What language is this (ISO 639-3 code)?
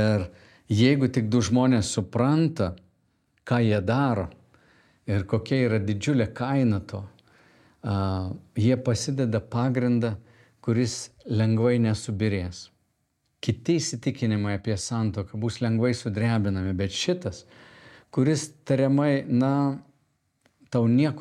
lit